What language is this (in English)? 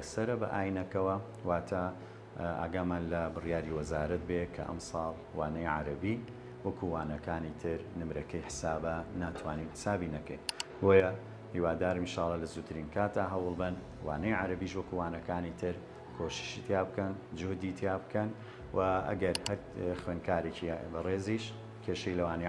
Central Kurdish